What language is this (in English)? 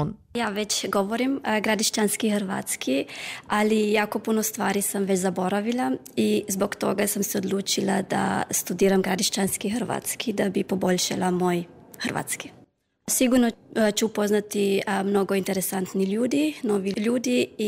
Croatian